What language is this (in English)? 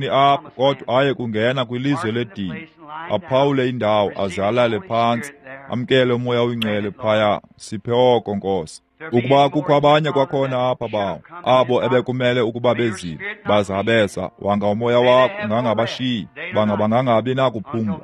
Xhosa